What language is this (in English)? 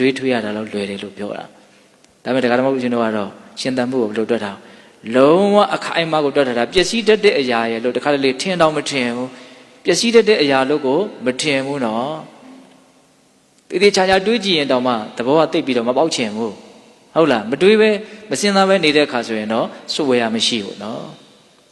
Burmese